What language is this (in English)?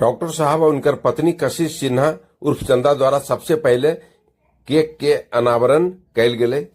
Magahi